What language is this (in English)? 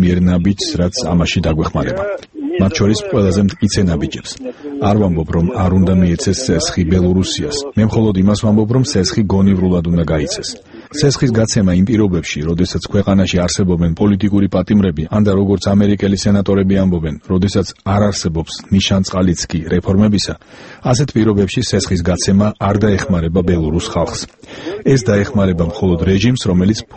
Georgian